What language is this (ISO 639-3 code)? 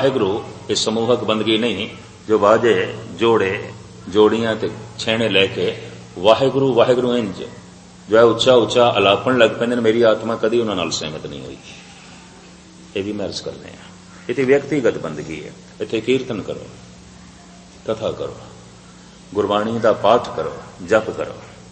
pan